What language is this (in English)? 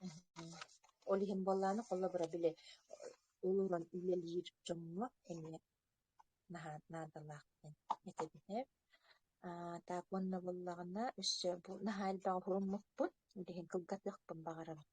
Yakut